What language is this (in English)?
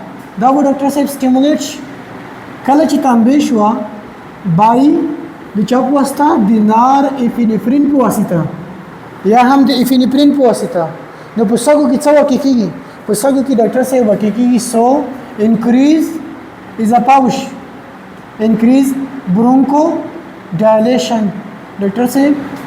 Pashto